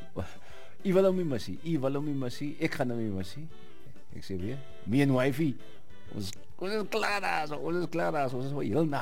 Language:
Afrikaans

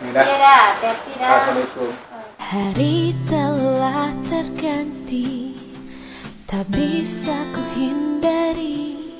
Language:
Minangkabau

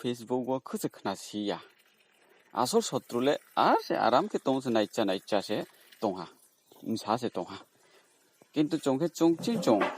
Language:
Riang (India)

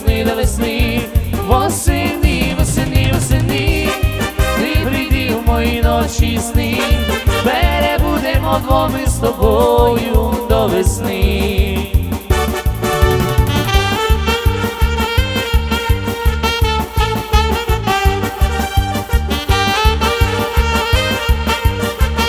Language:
Ukrainian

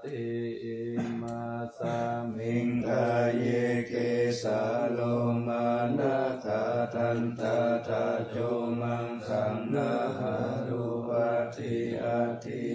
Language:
Pali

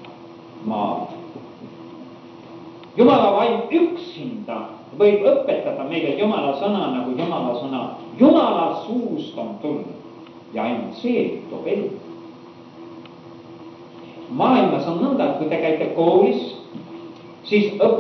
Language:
Estonian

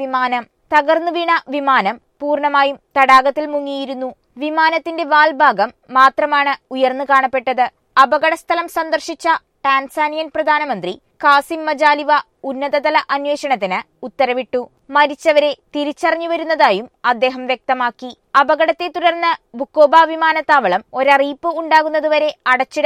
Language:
Malayalam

